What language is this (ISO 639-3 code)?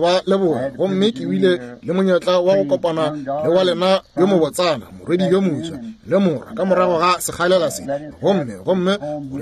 nso